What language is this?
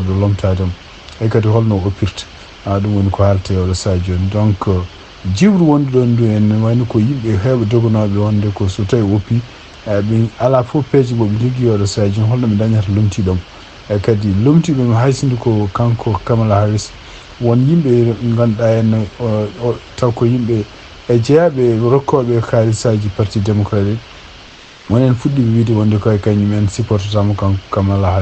Fula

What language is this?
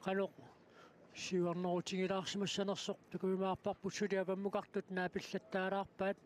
Kalaallisut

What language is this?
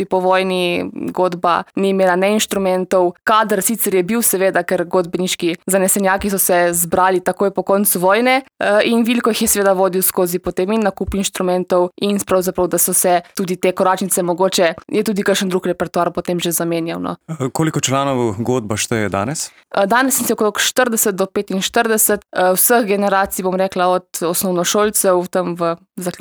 Slovenian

